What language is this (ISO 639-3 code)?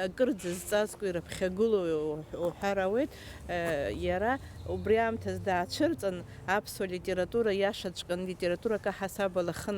abk